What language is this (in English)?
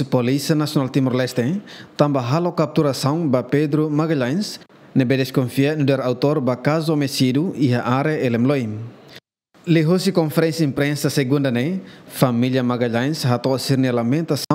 Tetum